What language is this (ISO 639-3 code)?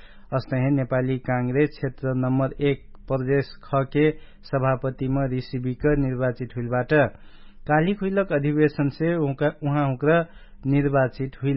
thl